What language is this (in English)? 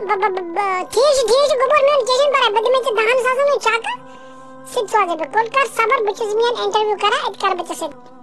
Kashmiri